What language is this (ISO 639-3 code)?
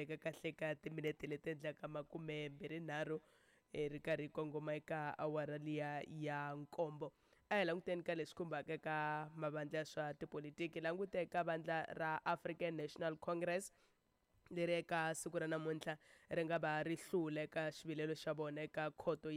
tso